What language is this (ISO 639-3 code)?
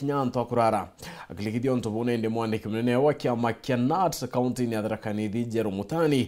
mer